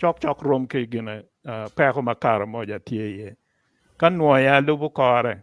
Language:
Acoli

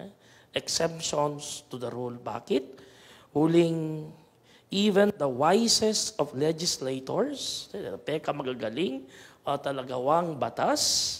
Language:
Pampanga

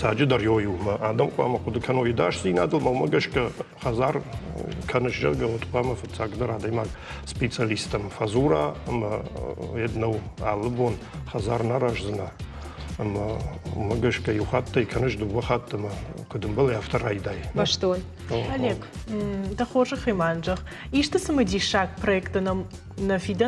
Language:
Ossetic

